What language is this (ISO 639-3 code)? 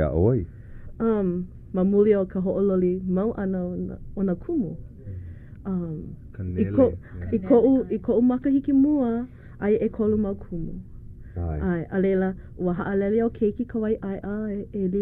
haw